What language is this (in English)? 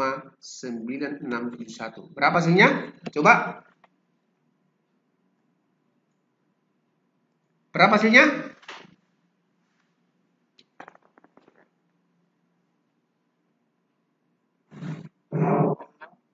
Indonesian